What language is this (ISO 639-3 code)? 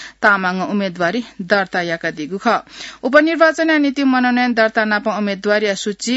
new